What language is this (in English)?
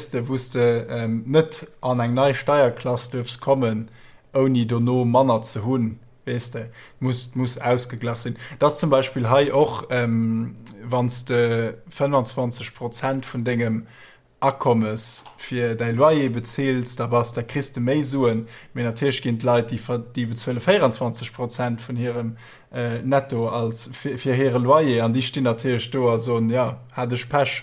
Luxembourgish